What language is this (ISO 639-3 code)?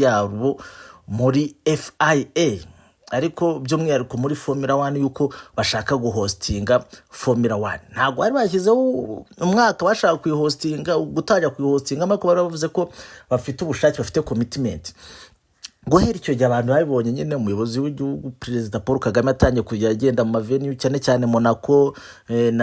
kin